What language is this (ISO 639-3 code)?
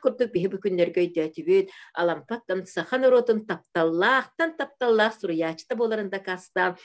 sah